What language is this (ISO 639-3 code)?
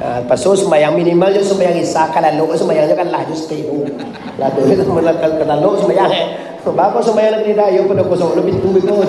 min